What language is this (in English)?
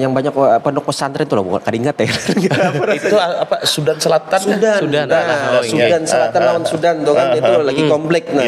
Banjar